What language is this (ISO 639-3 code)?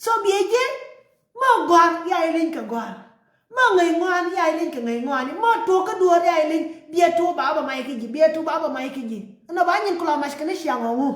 nus